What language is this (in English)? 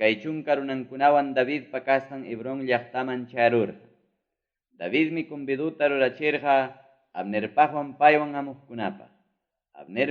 Ayacucho Quechua